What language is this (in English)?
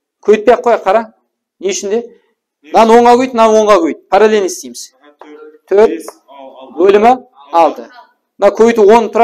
Kara-Kalpak